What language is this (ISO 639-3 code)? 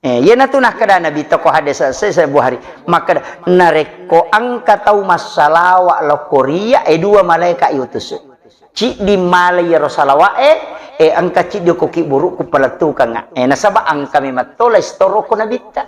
bug